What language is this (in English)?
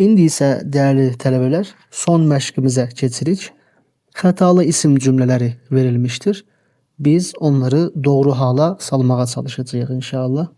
Azerbaijani